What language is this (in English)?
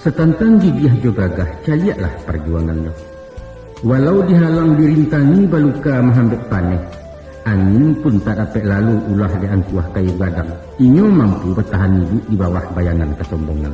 Minangkabau